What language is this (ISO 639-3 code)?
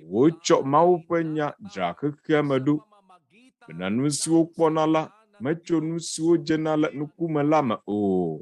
ewe